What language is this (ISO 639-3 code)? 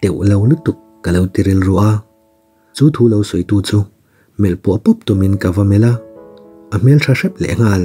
lus